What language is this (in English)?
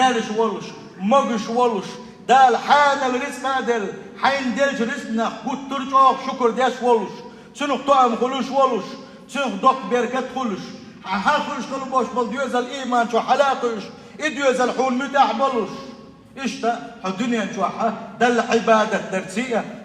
Chechen